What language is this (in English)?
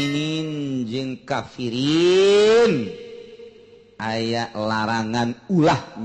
Sundanese